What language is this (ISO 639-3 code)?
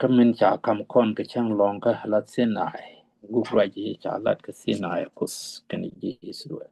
nus